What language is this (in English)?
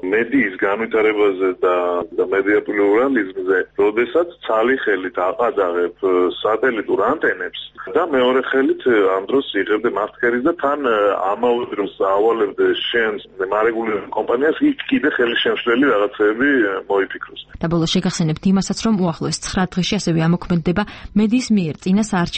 Georgian